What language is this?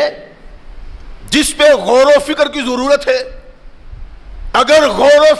Urdu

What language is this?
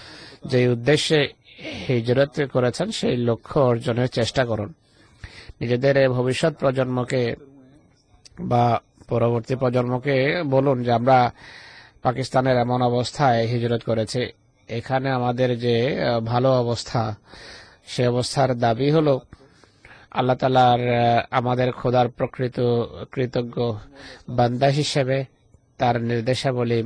Bangla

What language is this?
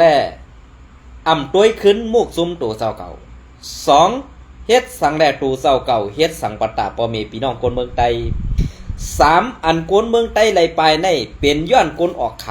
Shan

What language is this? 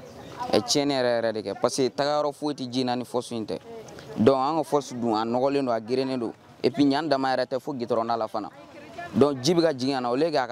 Bambara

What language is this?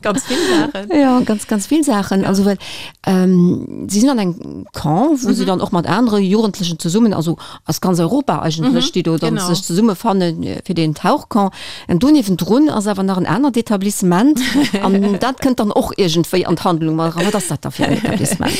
Luxembourgish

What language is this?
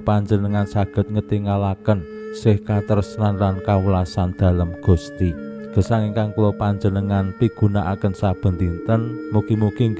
Javanese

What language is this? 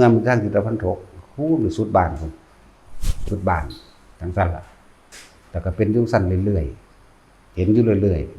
Northeastern Thai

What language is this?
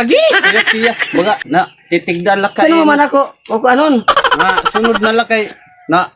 Waray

